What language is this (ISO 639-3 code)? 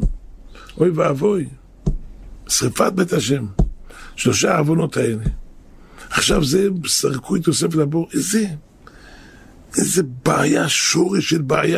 heb